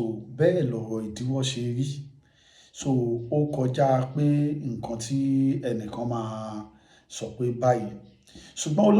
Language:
Yoruba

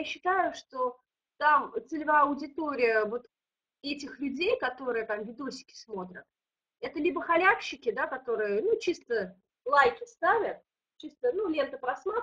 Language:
Russian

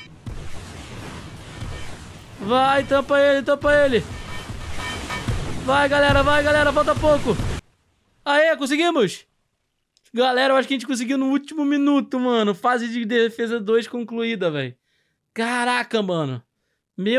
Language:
Portuguese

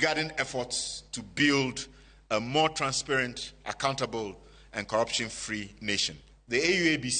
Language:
Luo (Kenya and Tanzania)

